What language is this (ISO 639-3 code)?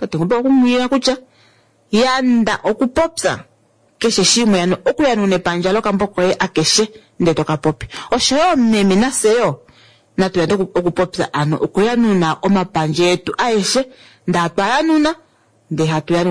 kua